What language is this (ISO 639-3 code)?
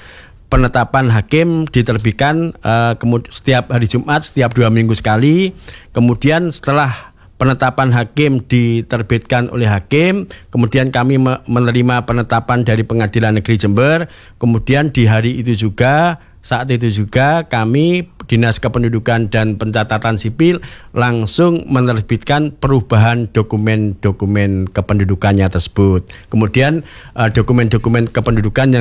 ind